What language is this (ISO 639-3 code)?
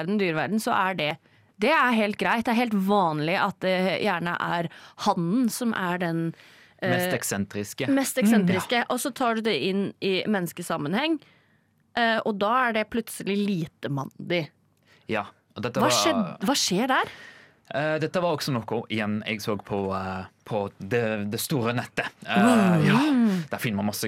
nor